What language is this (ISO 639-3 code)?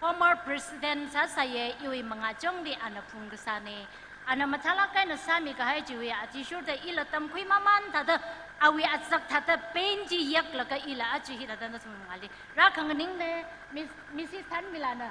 nmf